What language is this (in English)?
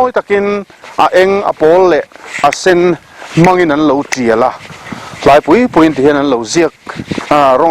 Mizo